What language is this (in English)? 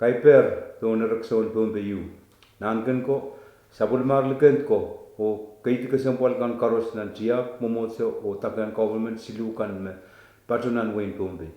Pohnpeian